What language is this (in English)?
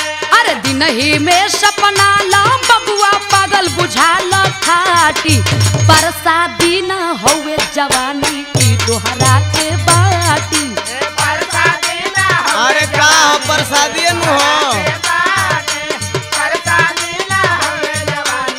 Bhojpuri